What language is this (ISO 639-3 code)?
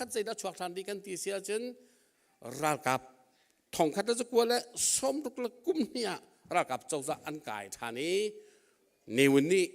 cnh